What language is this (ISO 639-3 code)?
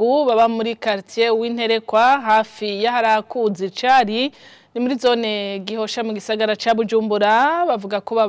run